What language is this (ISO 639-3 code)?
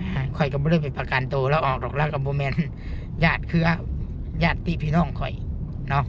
lao